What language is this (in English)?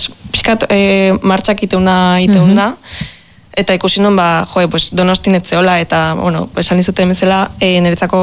Basque